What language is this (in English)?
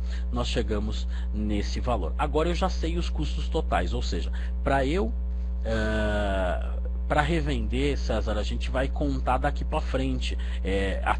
Portuguese